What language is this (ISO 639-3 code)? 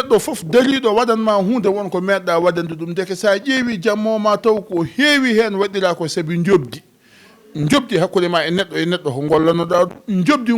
ful